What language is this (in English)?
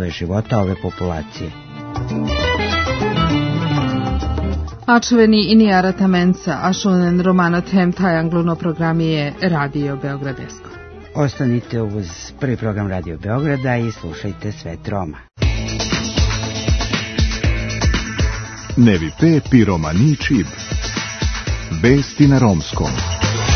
Serbian